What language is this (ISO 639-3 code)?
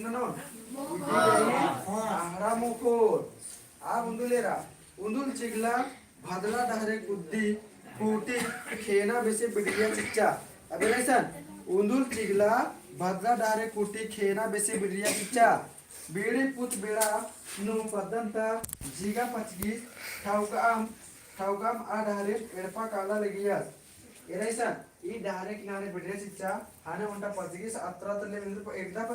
kru